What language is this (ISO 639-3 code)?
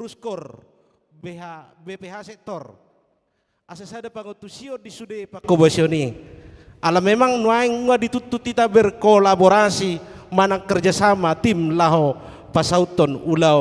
bbc